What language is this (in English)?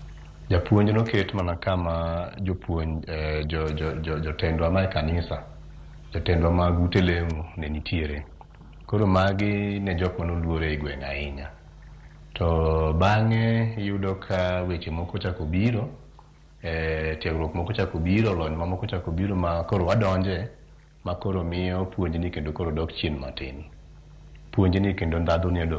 Luo (Kenya and Tanzania)